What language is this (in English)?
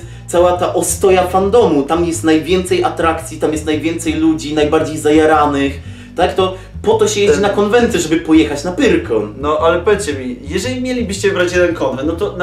Polish